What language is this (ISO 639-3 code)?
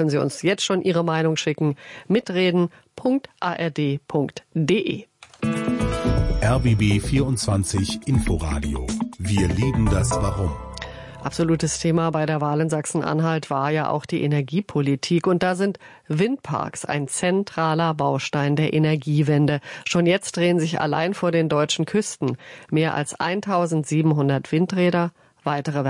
deu